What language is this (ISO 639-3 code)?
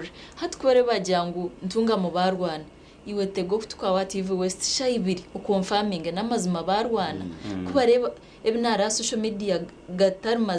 nyn